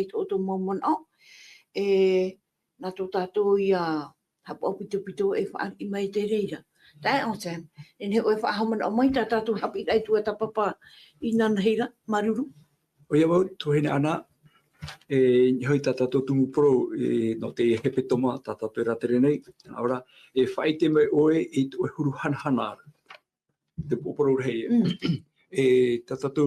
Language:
Tahitian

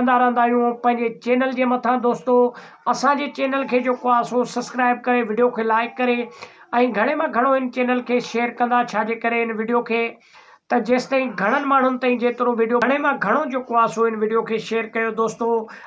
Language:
Sindhi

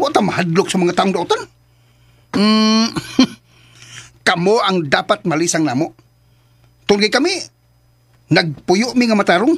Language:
Cebuano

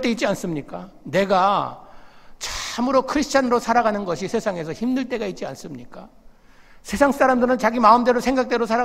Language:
Korean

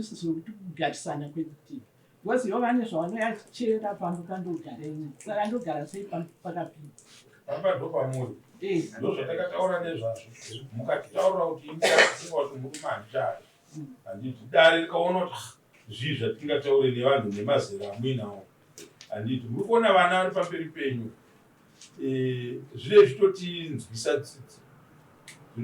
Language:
Shona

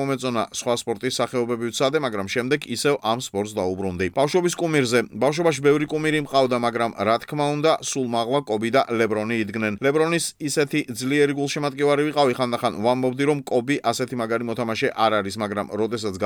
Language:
Georgian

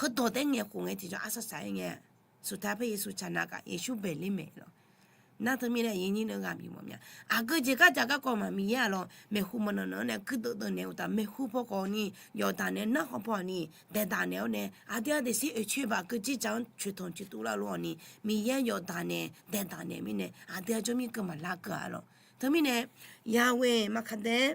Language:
Akha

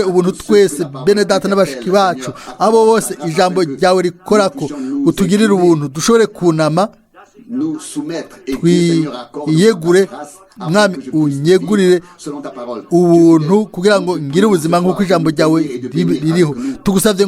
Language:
Rundi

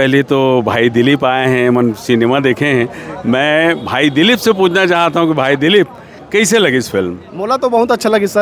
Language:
Chhattisgarhi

